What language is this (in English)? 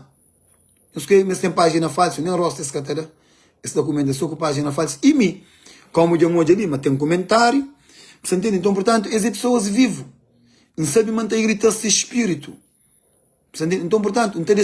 Kabuverdianu